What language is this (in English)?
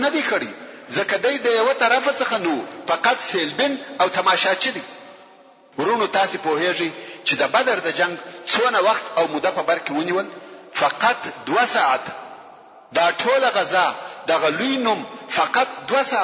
Pashto